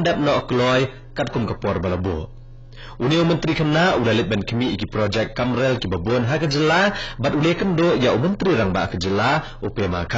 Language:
Khasi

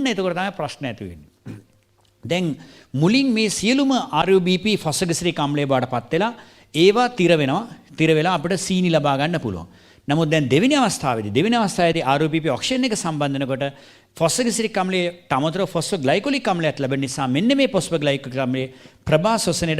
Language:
Sinhala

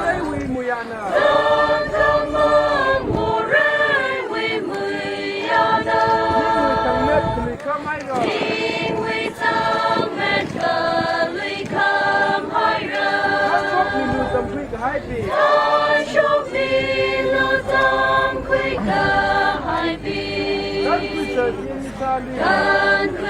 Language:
Tangkhul Naga (India)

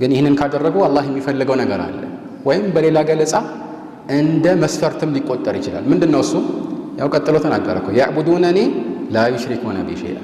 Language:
Amharic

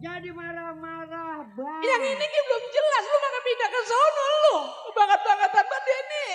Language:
Betawi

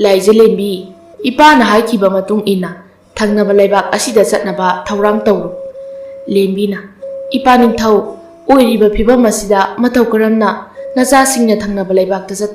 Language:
Manipuri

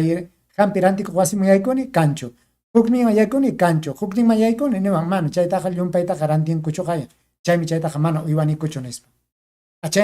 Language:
Ayacucho Quechua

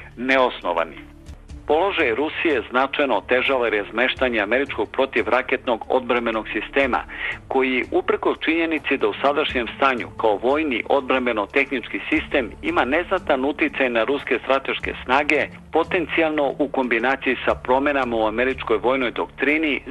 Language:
Serbian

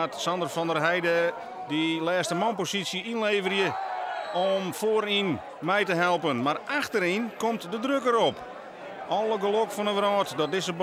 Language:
Western Frisian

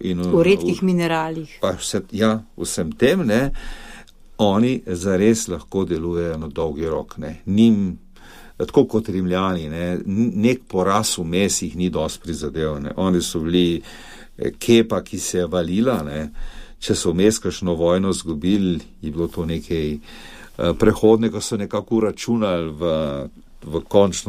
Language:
Slovenian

